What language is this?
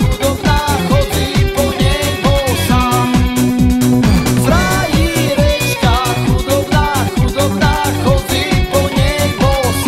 Slovak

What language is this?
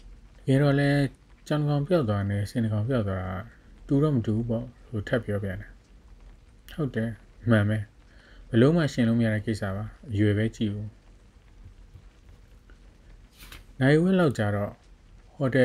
Burmese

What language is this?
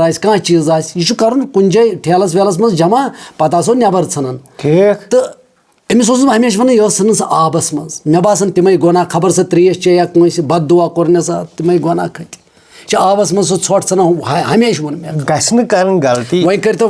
Kashmiri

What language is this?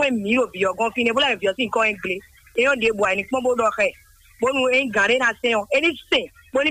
Fon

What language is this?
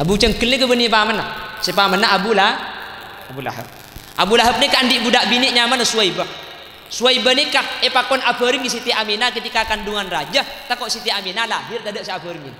Madurese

